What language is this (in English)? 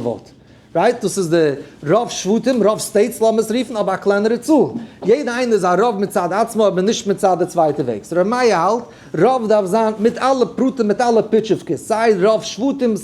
Yiddish